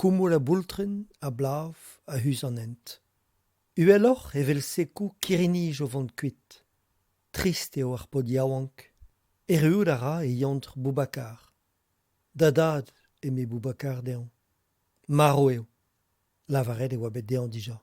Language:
Breton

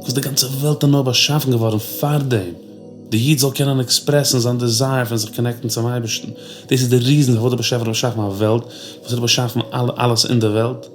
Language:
Yiddish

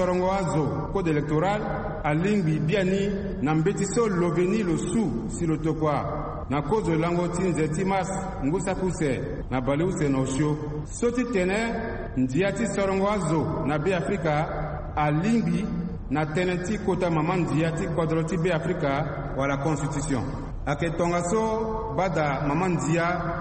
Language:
Sango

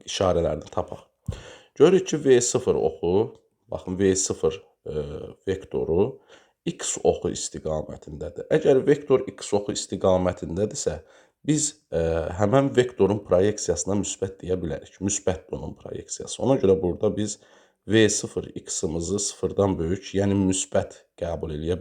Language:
Azerbaijani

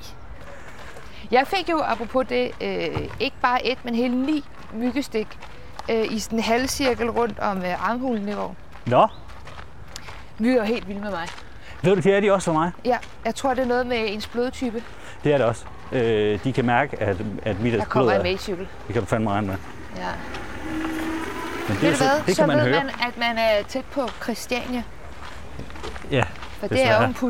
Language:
Danish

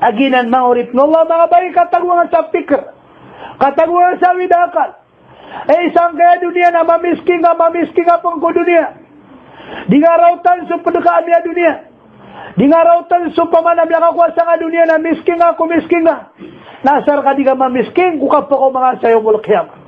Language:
Maranao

